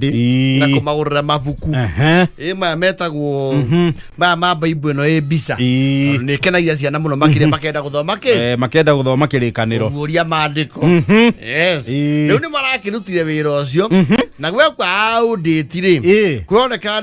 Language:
Kikuyu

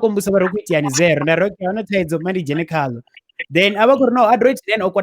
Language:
Venda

